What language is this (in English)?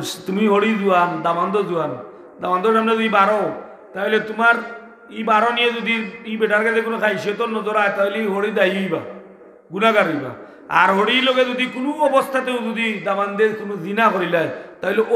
Sylheti